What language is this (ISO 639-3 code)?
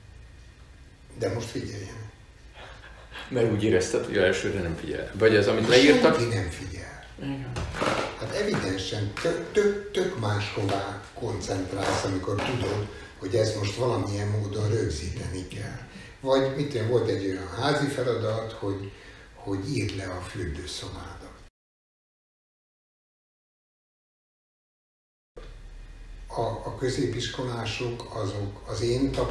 hun